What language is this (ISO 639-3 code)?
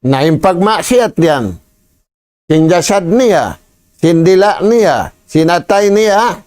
tsg